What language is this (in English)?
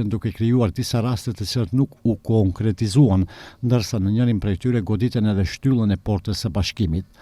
Albanian